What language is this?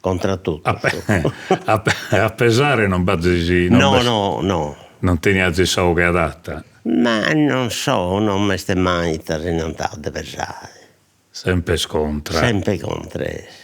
Sardinian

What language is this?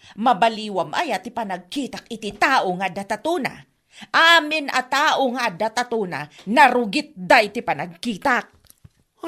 Iloko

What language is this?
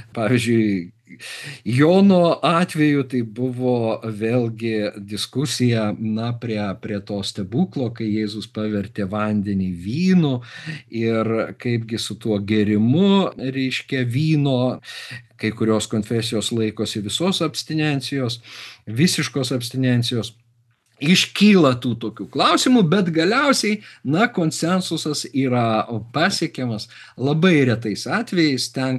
Lithuanian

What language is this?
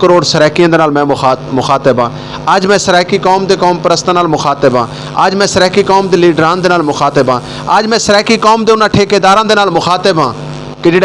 Saraiki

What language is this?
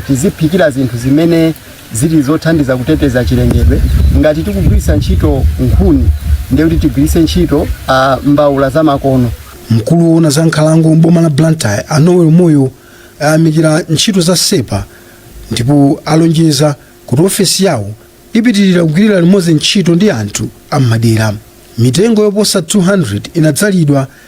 Nyanja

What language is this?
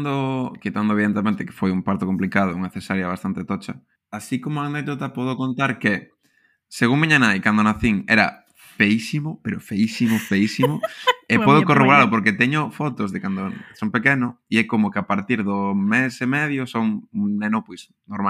Galician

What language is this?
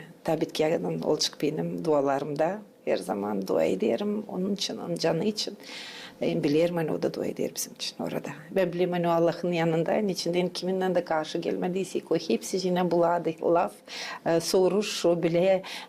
Gagauz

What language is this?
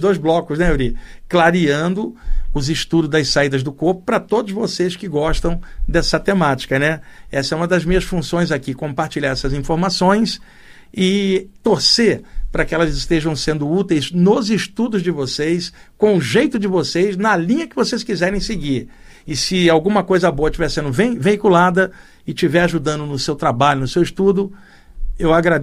Portuguese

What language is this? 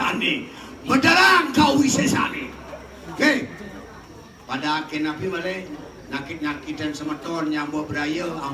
Balinese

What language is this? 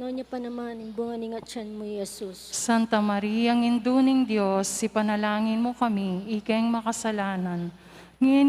Pampanga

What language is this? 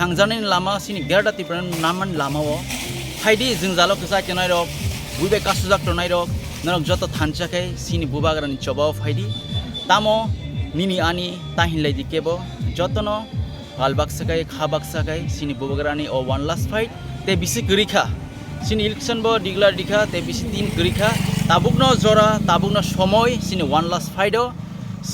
Kok Borok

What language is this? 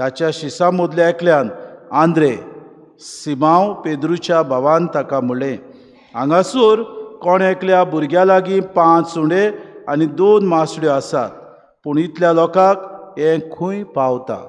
Konkani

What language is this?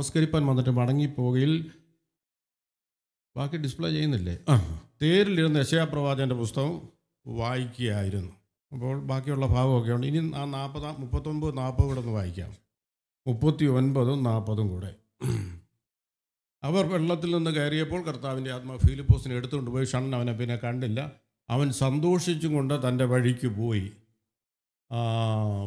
Malayalam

